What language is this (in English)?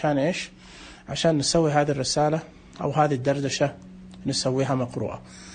Najdi Arabic